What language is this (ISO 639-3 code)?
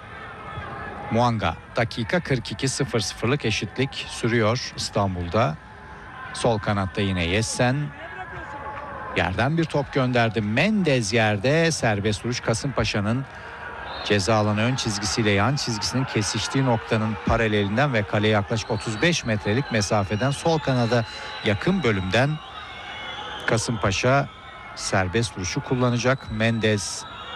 tur